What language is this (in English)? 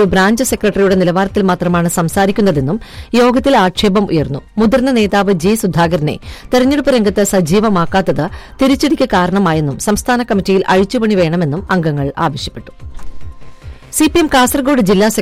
Malayalam